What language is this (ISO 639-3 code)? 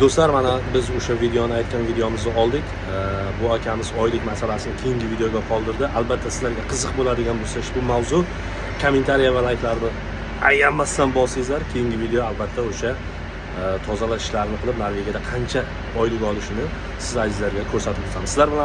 uzb